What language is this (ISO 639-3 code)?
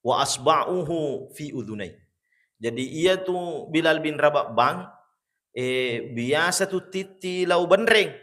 bug